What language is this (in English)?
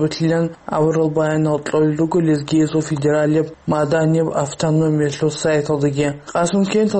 Avaric